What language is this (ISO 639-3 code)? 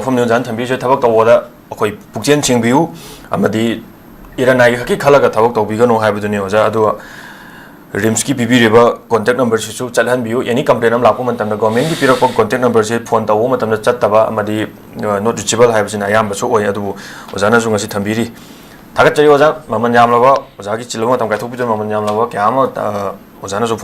mni